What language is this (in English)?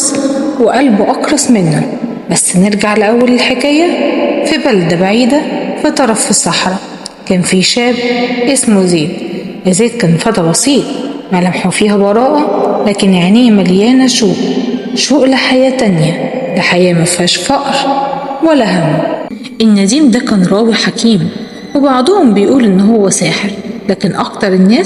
Egyptian Arabic